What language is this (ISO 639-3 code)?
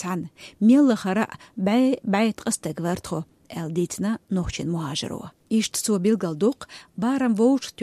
che